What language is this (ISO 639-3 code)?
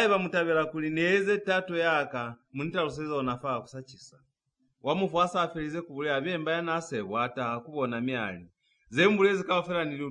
loz